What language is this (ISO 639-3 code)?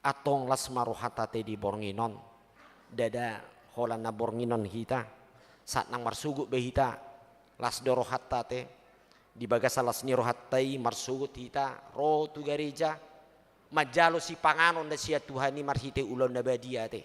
bbc